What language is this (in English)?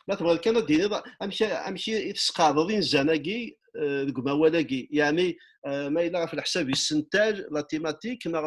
Kabyle